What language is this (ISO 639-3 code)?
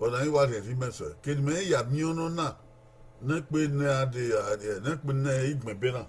bin